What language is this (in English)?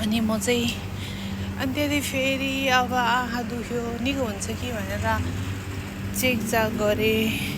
Nepali